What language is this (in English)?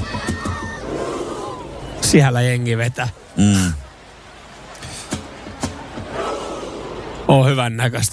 Finnish